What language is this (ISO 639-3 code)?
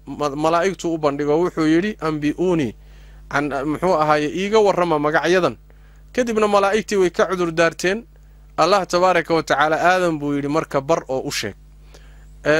som